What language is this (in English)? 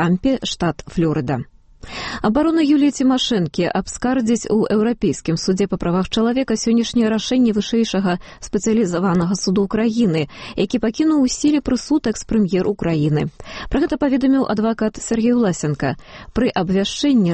Belarusian